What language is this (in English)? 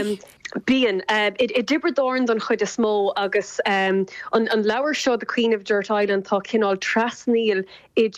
Irish